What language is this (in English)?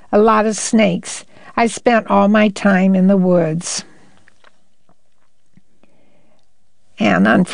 English